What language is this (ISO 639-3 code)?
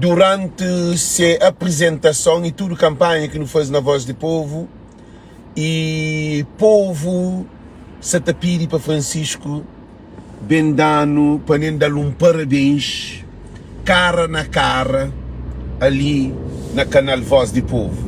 kea